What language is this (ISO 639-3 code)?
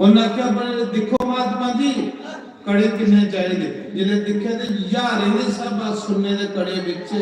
doi